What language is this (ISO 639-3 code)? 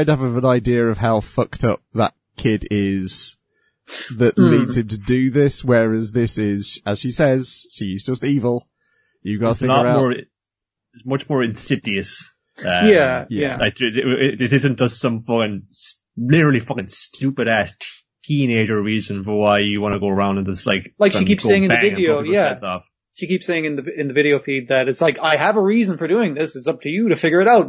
eng